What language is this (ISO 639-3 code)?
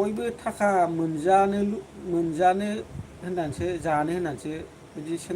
brx